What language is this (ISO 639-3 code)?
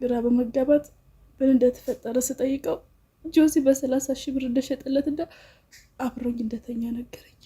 amh